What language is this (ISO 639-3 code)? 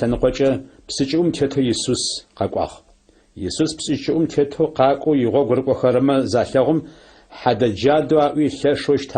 ady